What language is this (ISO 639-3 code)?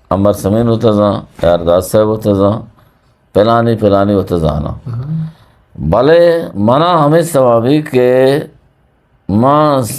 bgp